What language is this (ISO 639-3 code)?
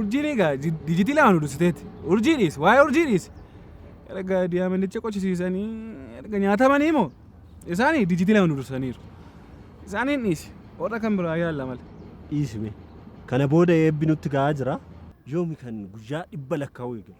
orm